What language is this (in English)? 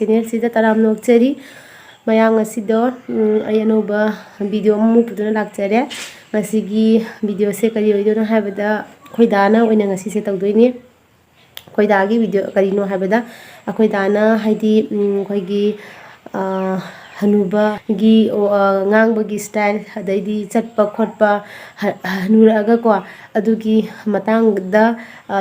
Manipuri